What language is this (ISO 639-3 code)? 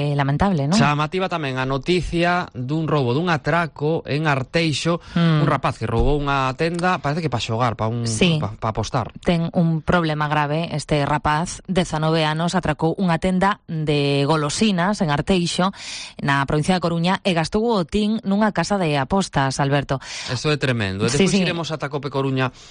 glg